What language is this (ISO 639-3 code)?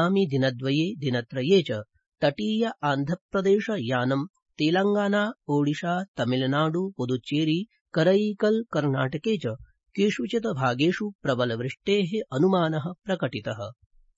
san